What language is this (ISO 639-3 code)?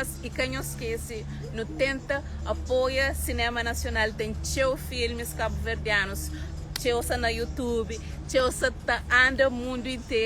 kea